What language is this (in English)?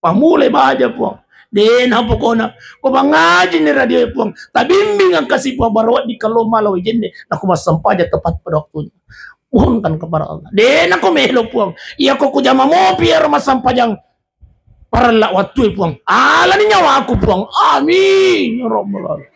Buginese